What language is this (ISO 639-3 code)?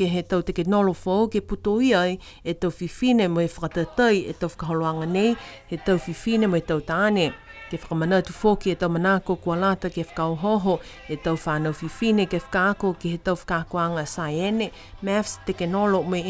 niu